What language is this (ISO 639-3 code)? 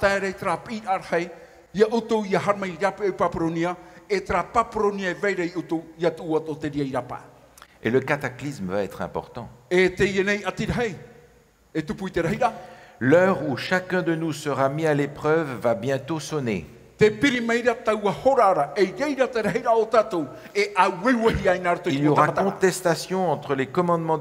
tah